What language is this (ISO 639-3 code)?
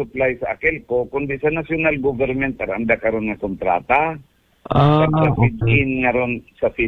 akl